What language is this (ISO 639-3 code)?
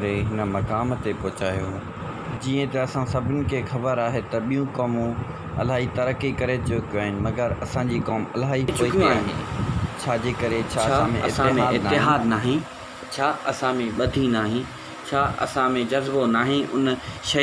snd